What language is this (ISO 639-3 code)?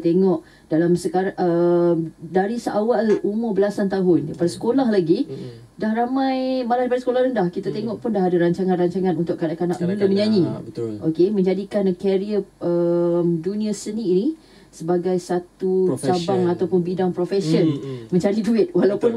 msa